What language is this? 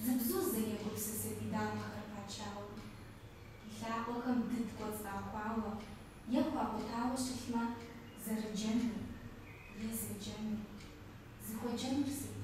Kabardian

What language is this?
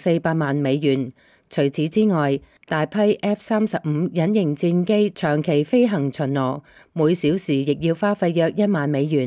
Cantonese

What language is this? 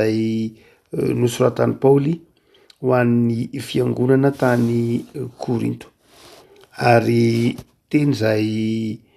Malagasy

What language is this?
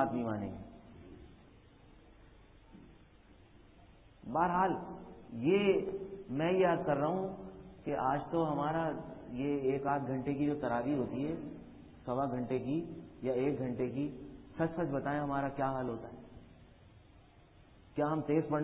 Urdu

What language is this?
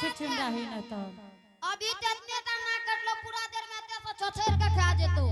Angika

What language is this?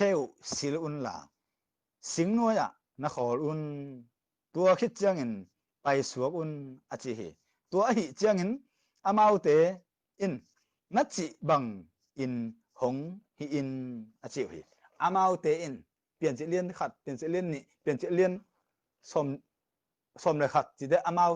Tedim Chin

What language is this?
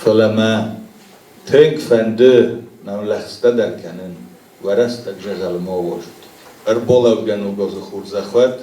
Ossetic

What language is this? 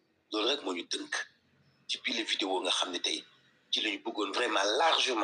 Wolof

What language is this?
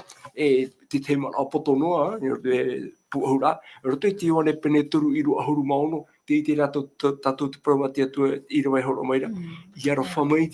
Tahitian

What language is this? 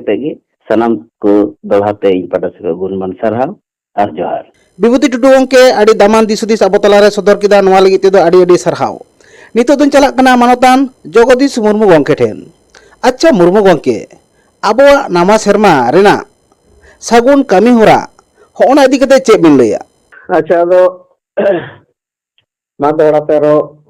Santali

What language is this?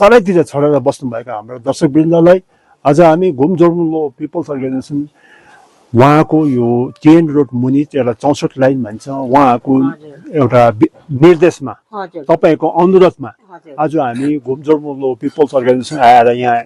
Nepali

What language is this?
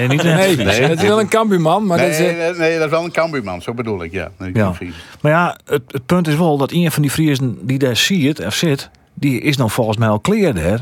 Western Frisian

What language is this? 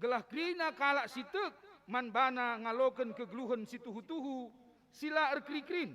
Batak Karo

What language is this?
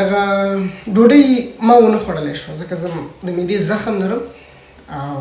Pashto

